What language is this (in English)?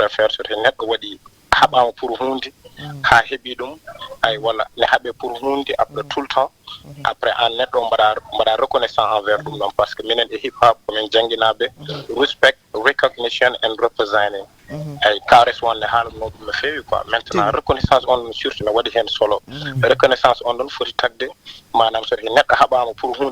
Fula